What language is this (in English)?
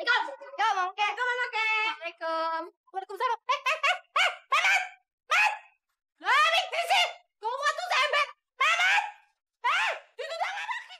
Betawi